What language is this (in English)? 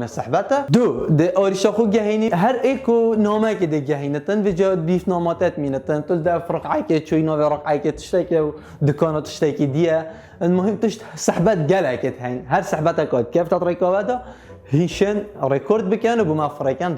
Kurdish